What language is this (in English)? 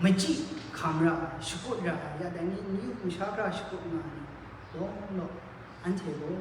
Kachin